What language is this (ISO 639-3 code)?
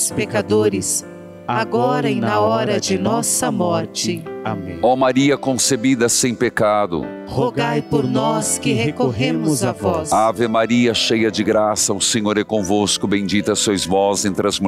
por